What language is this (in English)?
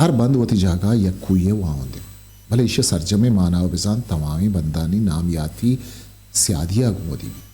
Eastern Balochi